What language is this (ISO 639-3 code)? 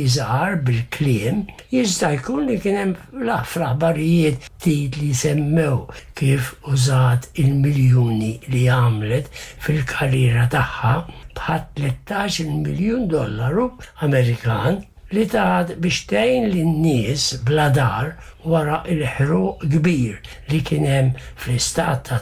mlt